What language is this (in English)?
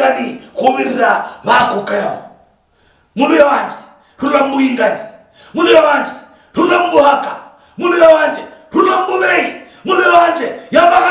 Luyia